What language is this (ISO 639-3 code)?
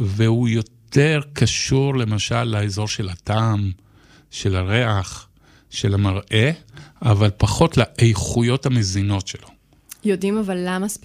heb